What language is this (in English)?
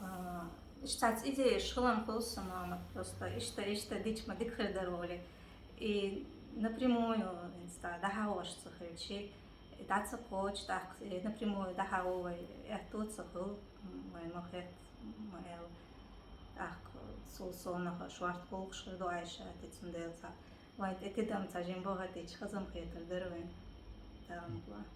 Chechen